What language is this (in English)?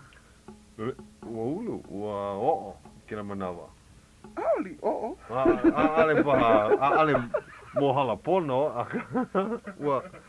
Hawaiian